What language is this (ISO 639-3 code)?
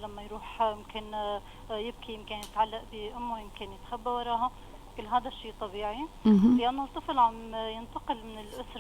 apc